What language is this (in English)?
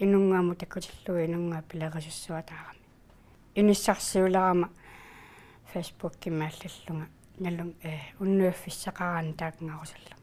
Kalaallisut